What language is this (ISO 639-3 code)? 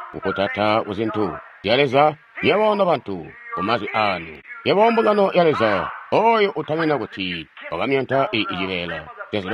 toi